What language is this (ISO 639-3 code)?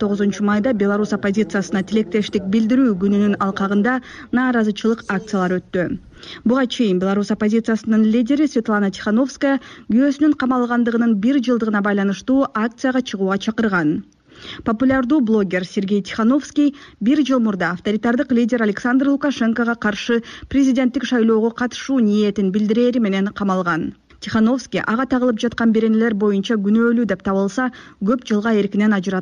kir